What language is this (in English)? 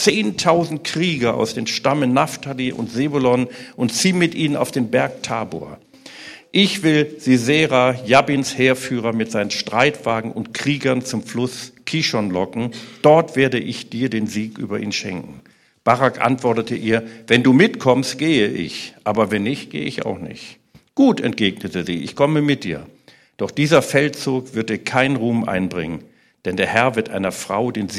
German